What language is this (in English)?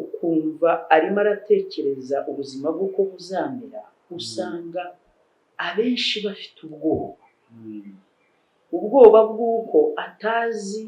Kinyarwanda